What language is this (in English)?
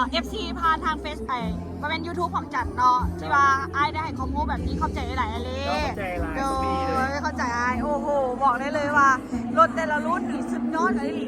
Lao